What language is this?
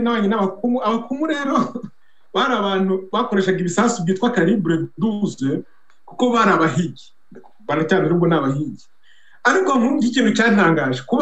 Kinyarwanda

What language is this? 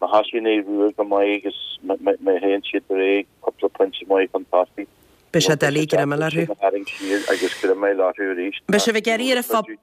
Irish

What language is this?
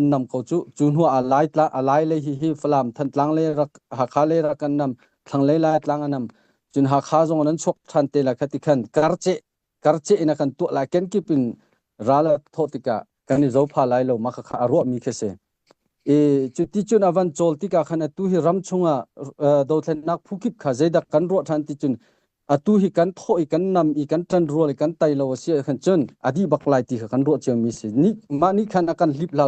Hakha Chin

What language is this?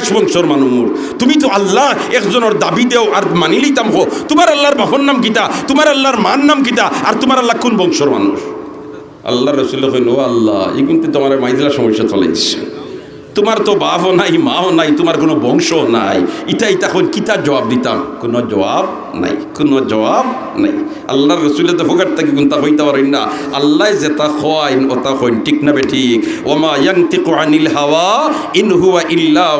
Sylheti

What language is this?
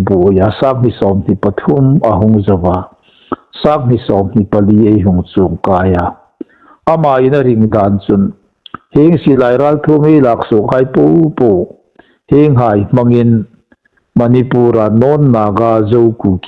Hmar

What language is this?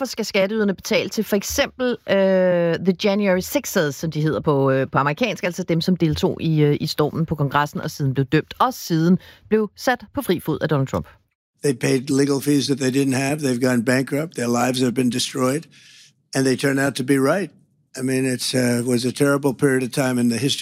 Danish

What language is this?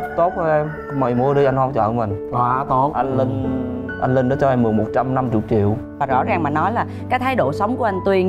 Vietnamese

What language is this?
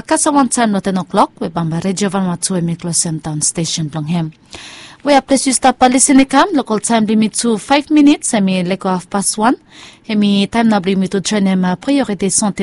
Bislama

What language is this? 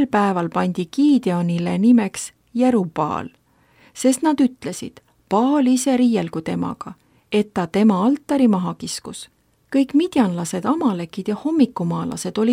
Estonian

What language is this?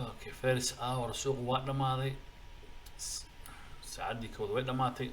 Somali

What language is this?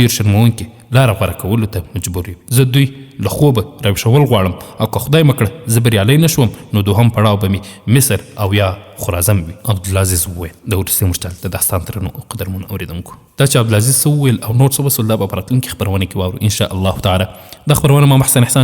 Pashto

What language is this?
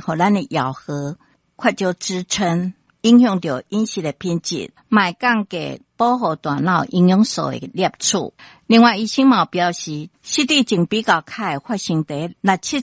Min Nan Chinese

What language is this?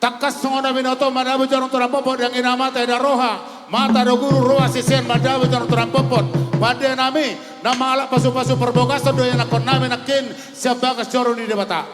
Batak Toba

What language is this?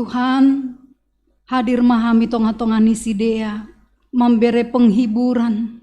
Batak Simalungun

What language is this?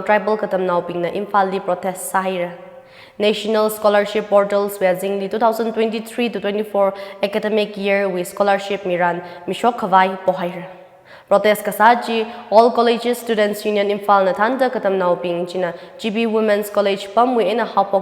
Tangkhul Naga (India)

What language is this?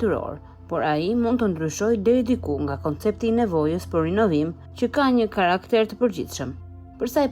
Albanian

